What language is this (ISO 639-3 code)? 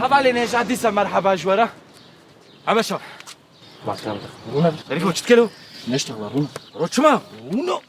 kur